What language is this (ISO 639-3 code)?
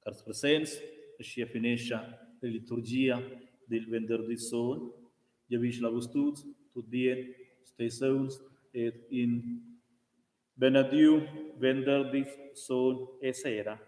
roh